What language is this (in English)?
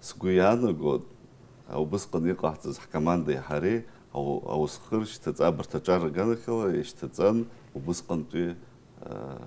Abkhazian